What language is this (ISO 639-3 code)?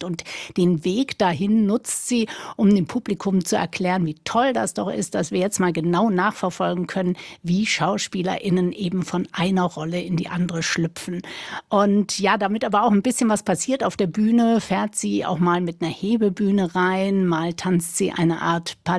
deu